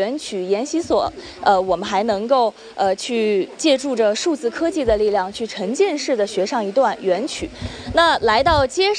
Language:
Chinese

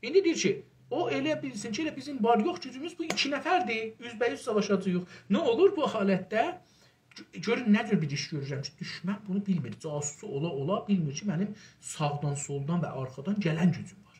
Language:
South Azerbaijani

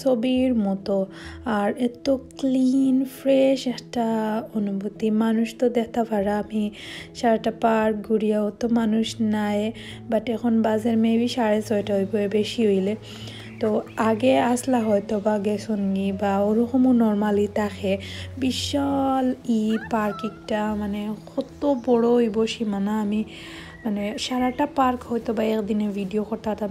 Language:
Sylheti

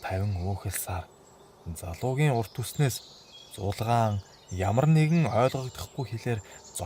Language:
Mongolian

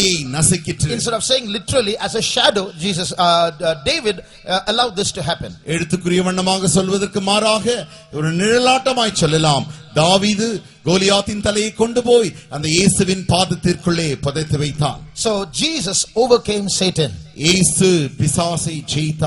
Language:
Tamil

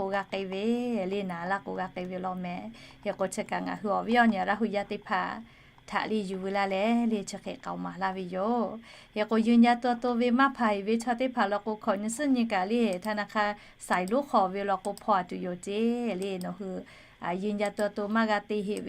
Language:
Lahu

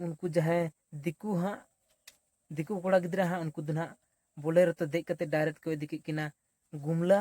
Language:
Santali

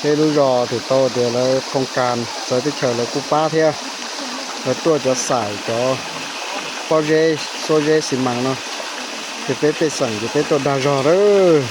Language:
Hmong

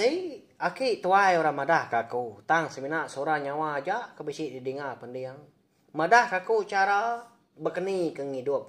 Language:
Iban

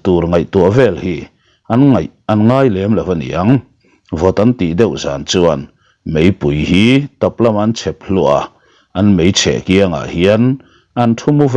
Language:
Mizo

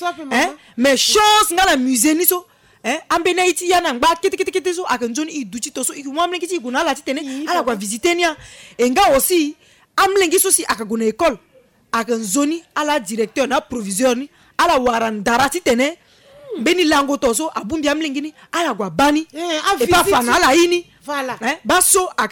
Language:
Sango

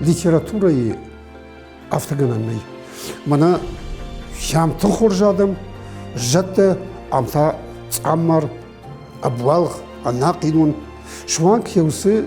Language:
Ossetic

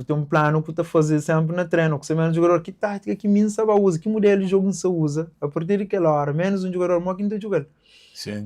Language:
Kabuverdianu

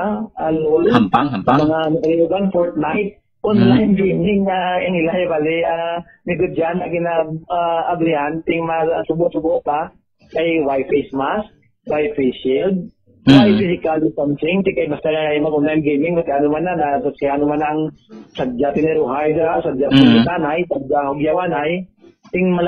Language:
Hiligaynon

